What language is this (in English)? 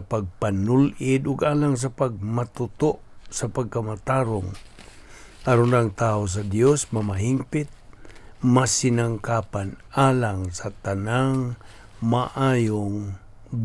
Cebuano